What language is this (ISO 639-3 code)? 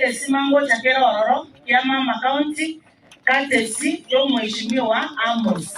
guz